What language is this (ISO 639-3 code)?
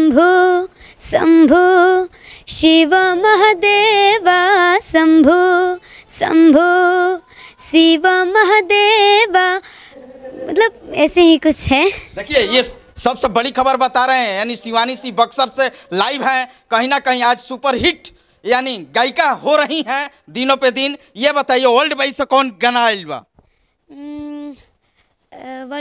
bho